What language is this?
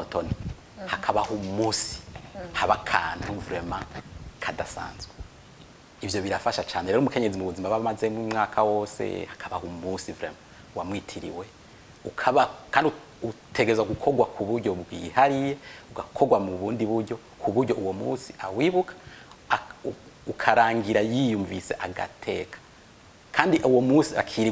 Rundi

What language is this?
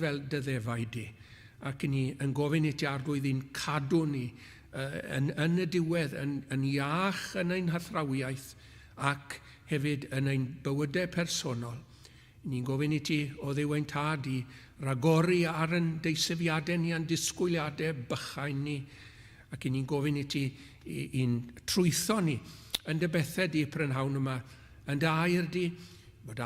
Welsh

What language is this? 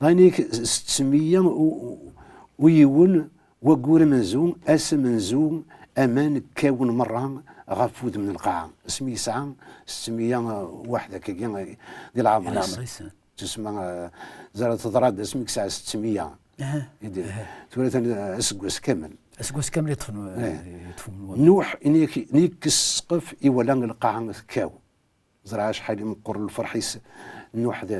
Kabyle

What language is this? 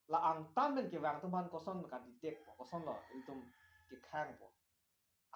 Karbi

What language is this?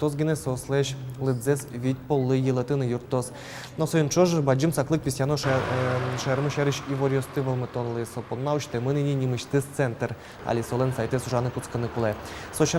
Udmurt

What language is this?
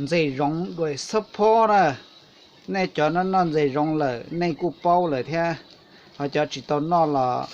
Hmong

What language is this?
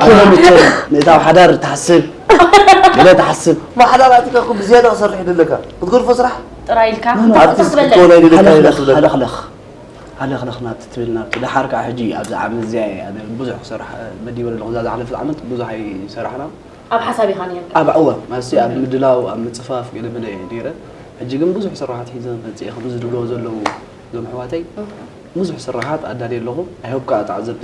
Tigrinya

